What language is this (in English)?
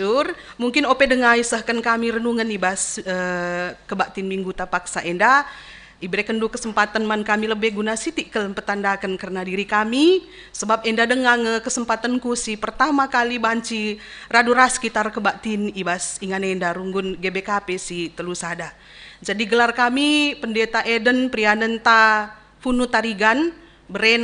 Batak Karo